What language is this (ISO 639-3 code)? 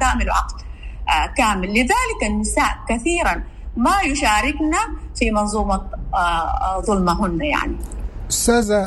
apd